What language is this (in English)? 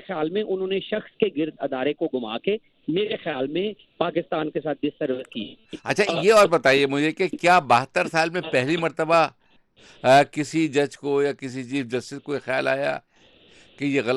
Urdu